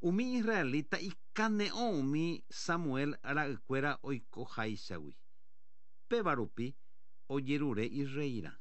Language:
Guarani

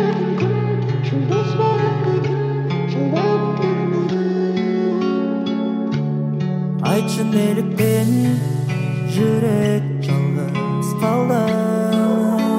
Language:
Kazakh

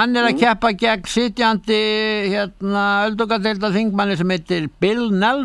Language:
Icelandic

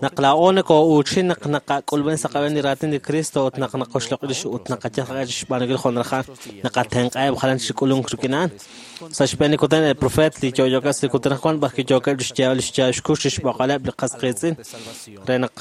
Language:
Kekchí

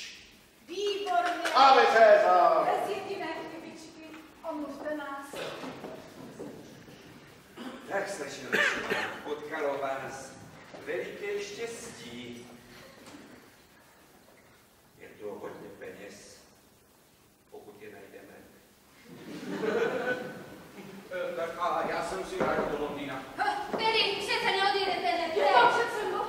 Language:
Czech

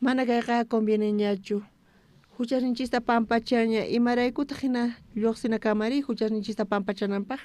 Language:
South Bolivian Quechua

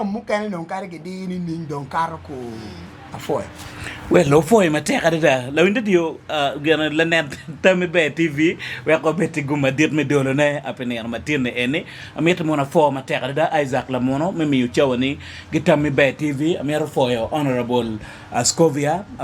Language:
Acoli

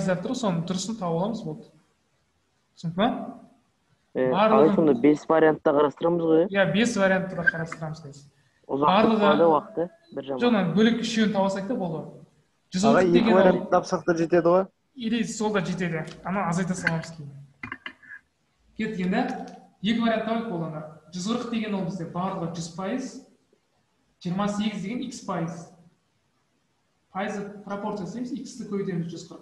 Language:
Kazakh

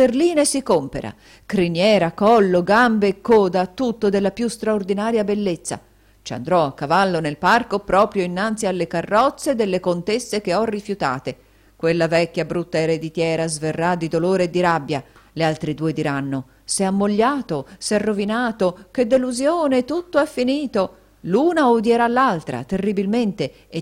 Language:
Italian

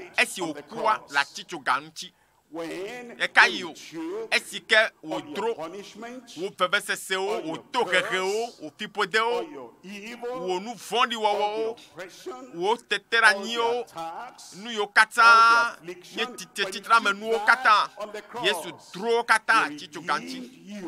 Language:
Ewe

